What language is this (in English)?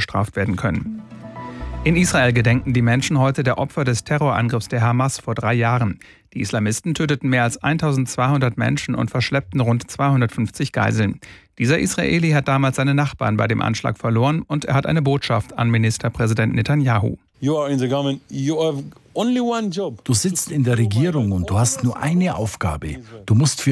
German